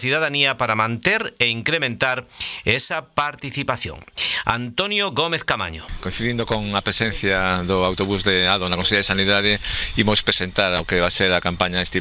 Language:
Galician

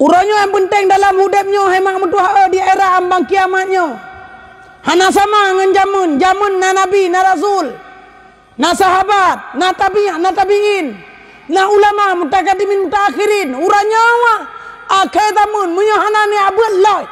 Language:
Achinese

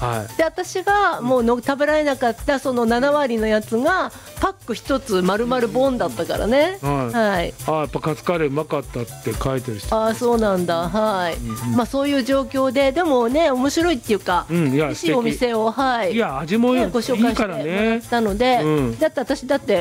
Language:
Japanese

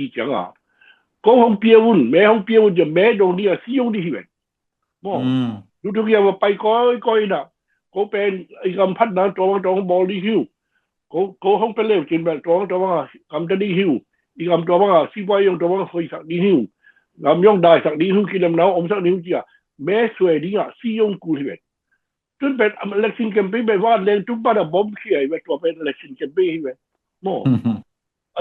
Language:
Tedim Chin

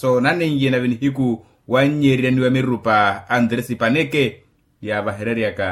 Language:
Makhuwa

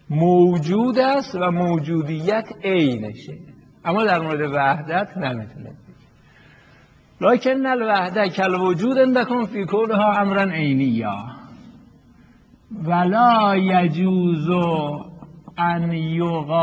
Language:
Persian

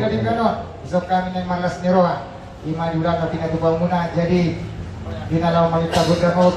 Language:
Batak Toba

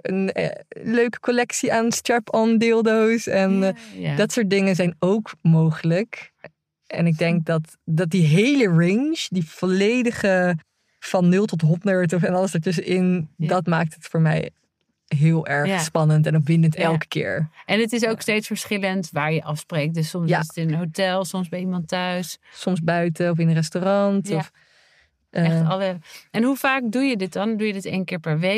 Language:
Dutch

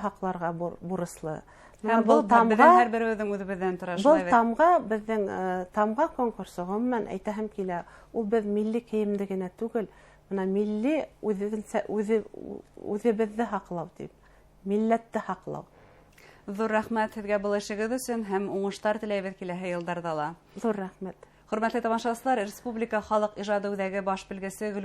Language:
Bashkir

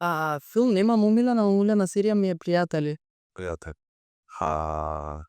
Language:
Macedonian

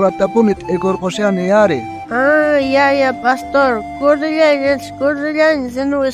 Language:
South Bolivian Quechua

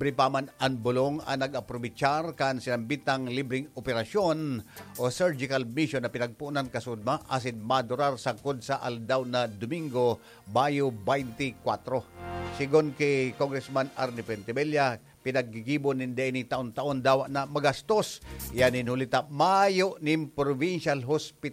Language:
Bikol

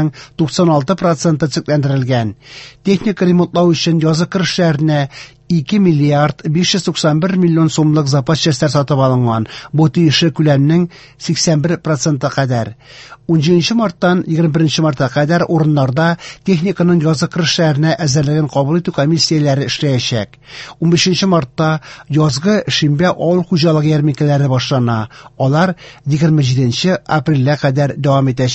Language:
Tatar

